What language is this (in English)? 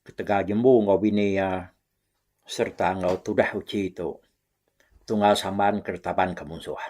Iban